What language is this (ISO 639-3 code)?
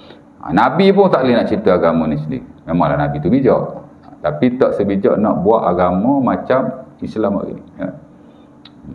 msa